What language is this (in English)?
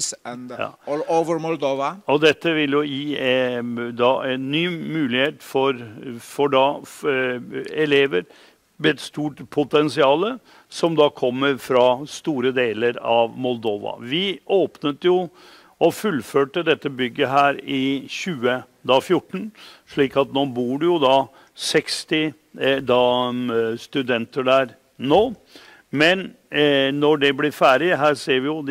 Norwegian